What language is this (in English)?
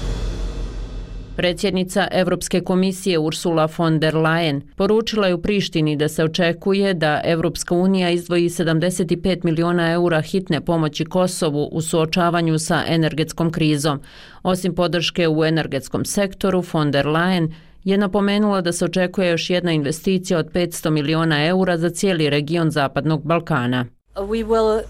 Bosnian